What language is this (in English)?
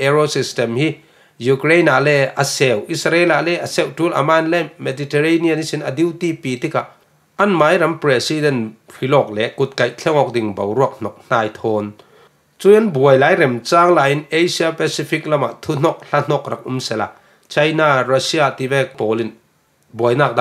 Falam Chin